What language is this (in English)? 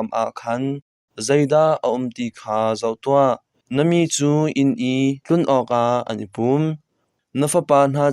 Hakha Chin